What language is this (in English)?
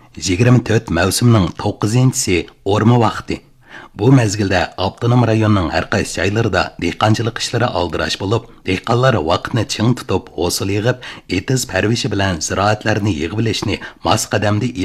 Uyghur